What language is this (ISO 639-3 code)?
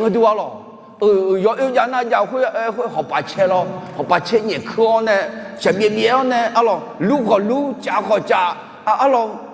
ahk